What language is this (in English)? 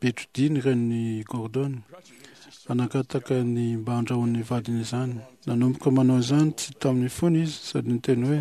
Malagasy